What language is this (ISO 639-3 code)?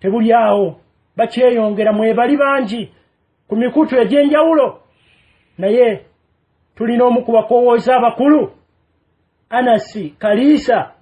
lug